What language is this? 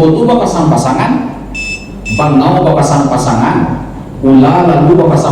Minangkabau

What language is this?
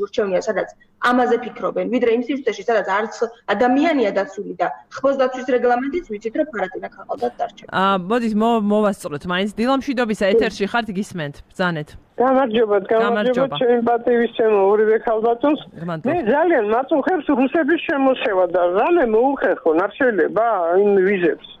Georgian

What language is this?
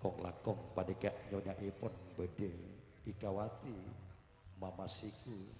Madurese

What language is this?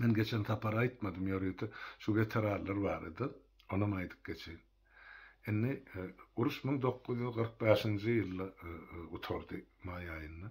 Turkmen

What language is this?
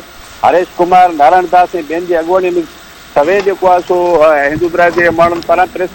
Sindhi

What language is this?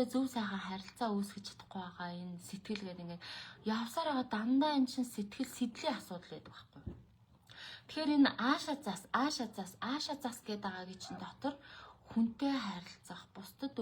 Mongolian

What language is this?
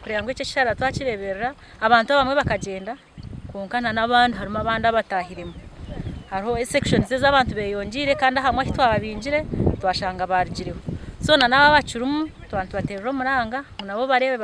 Nyankole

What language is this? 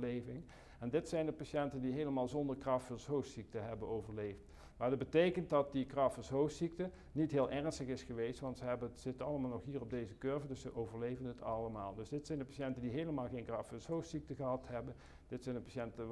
Dutch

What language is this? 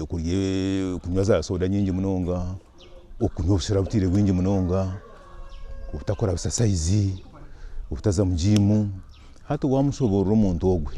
Nyankole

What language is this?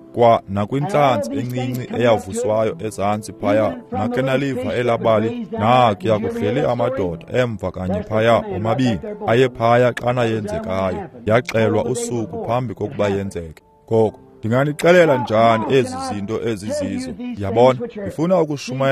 Xhosa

